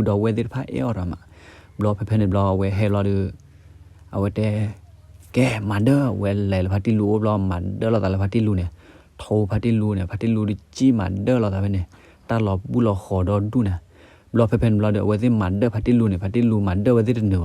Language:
S'gaw Karen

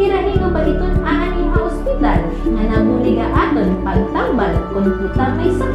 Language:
Waray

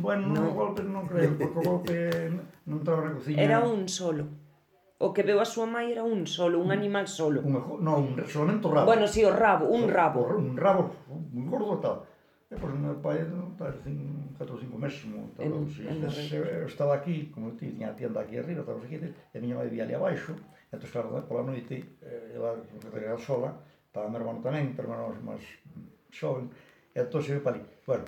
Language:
Galician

